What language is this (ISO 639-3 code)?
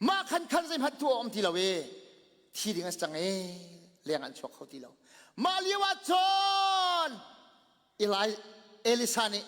cnh